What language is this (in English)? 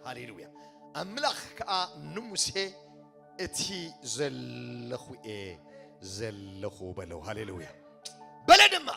Tigrinya